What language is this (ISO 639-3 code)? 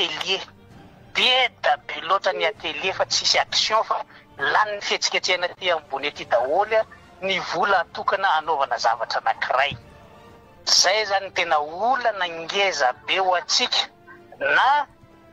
mlg